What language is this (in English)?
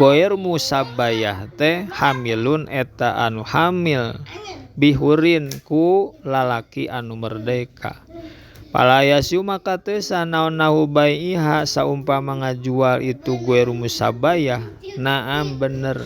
Sundanese